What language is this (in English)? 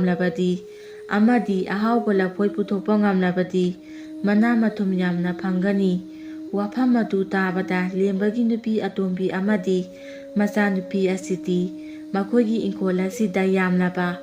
Manipuri